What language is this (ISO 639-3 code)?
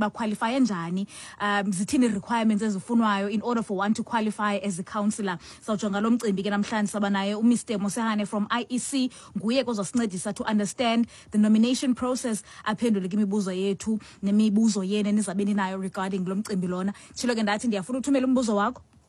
xho